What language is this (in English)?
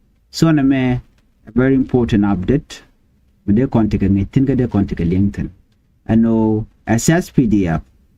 Nuer